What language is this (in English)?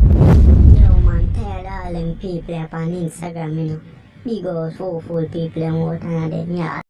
Jamaican Creole English